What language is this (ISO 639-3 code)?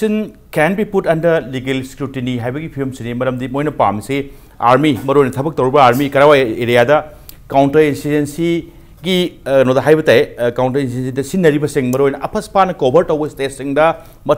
mni